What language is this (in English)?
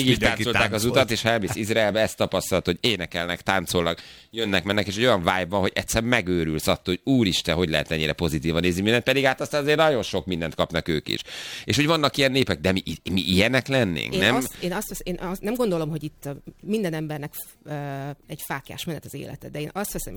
Hungarian